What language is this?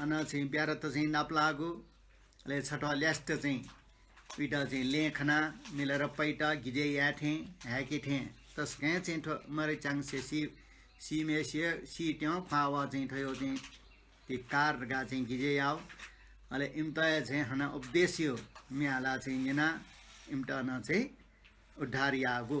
Newari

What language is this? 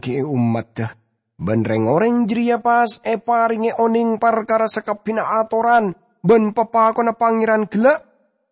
Madurese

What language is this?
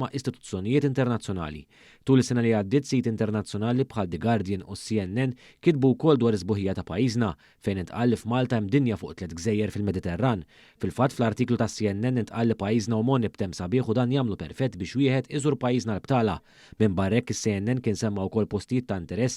Maltese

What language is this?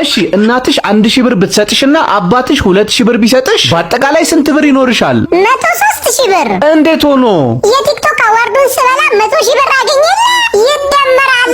Amharic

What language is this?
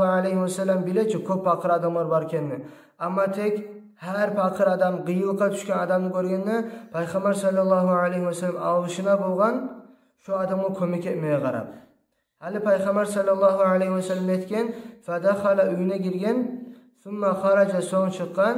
Kumyk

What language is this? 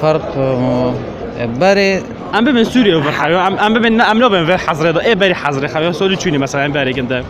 Kurdish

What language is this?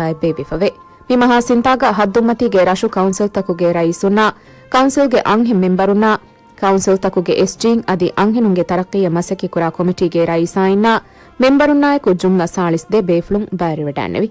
Divehi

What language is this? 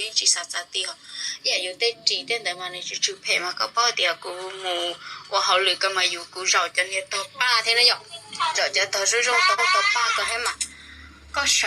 Hmong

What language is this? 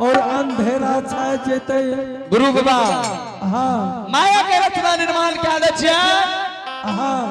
Angika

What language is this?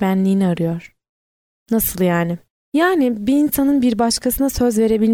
Turkish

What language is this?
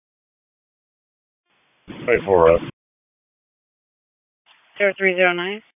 English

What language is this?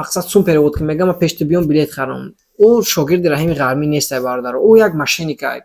Tajik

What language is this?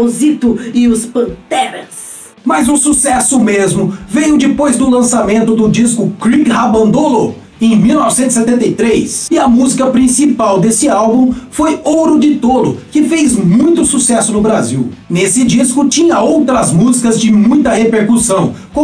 Portuguese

